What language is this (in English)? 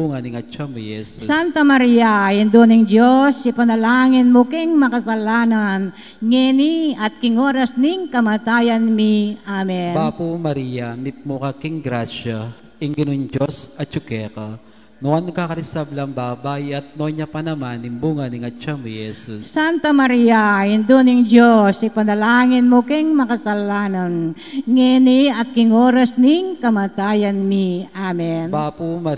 Pampanga